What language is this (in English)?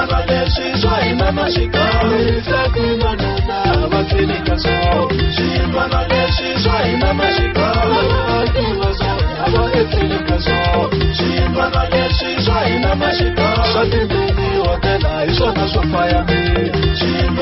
Tsonga